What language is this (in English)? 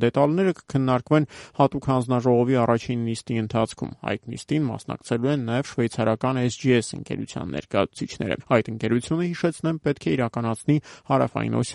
Armenian